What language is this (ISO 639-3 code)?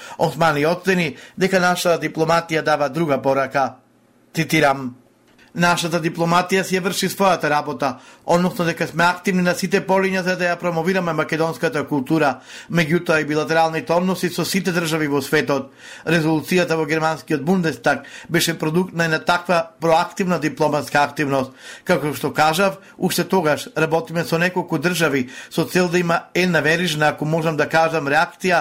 mkd